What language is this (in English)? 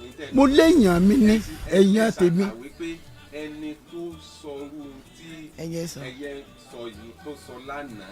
Yoruba